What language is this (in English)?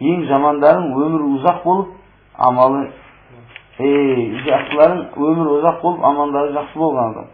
Kazakh